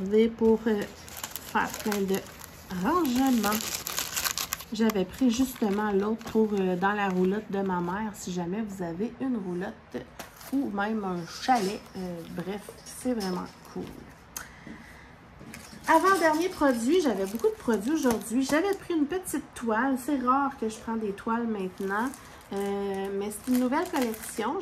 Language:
French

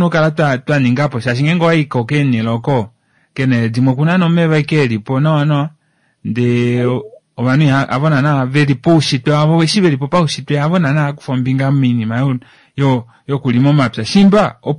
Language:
Kuanyama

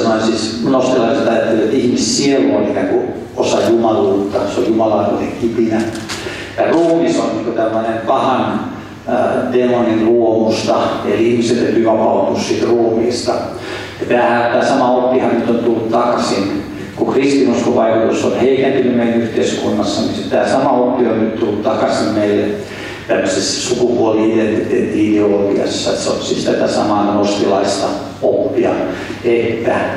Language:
Finnish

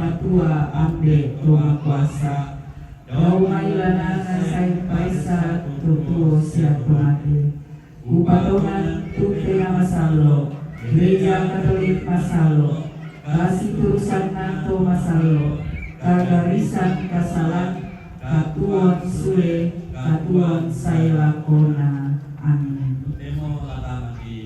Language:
Toraja-Sa'dan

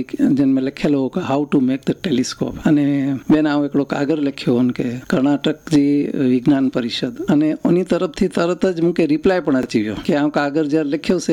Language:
Gujarati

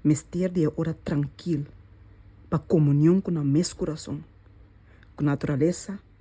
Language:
Papiamento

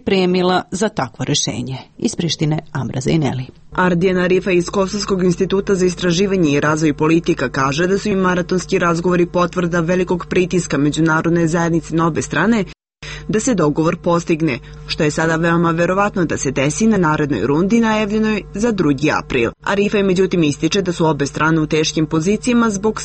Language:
Serbian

